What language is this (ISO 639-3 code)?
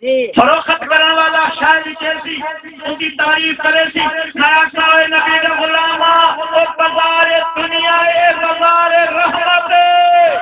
skr